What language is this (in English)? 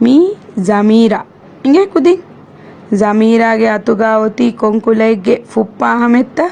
Divehi